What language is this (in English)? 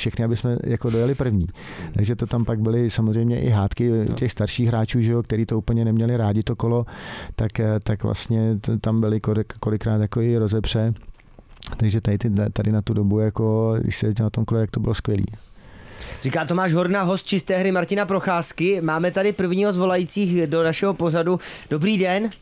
Czech